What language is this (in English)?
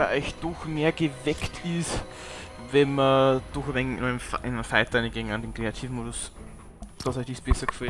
Bavarian